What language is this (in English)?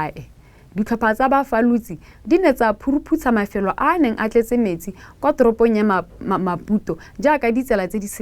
Tswana